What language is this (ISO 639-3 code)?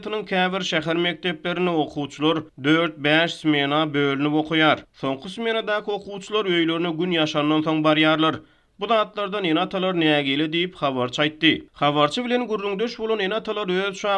tuk